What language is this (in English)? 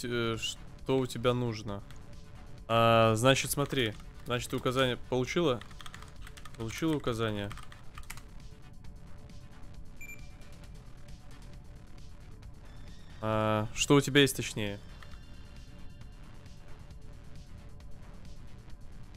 Russian